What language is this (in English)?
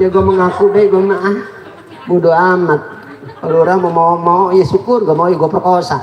Betawi